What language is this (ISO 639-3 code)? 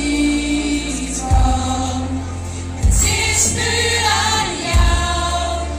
nld